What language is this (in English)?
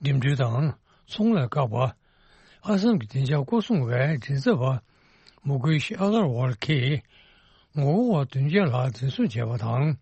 Tibetan